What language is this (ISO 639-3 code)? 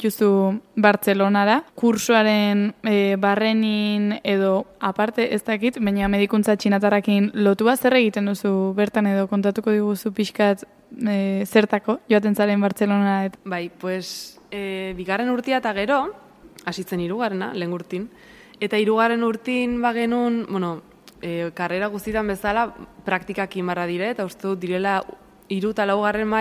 eus